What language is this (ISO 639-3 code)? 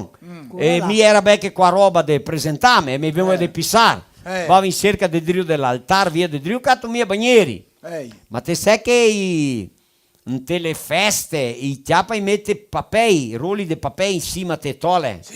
vec